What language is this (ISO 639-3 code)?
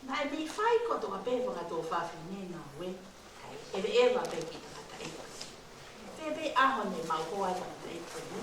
ton